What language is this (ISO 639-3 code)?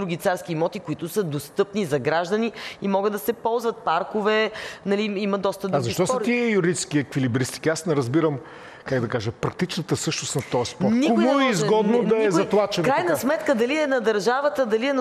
bul